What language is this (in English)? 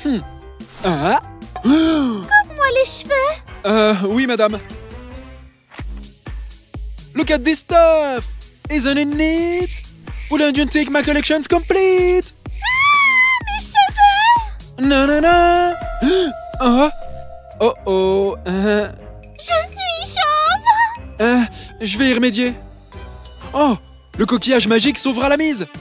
French